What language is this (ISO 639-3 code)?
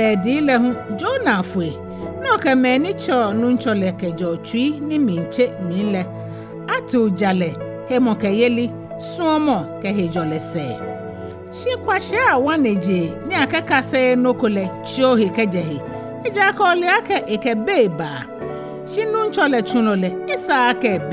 gaa